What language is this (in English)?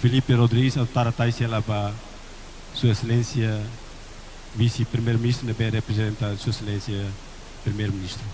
Tetum